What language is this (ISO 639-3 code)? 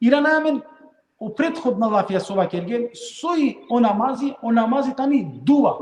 rmn